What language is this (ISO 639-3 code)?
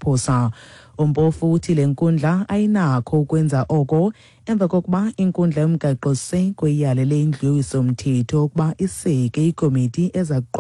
xho